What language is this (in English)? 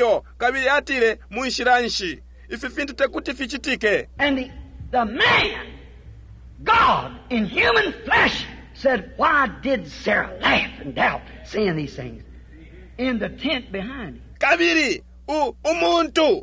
Bemba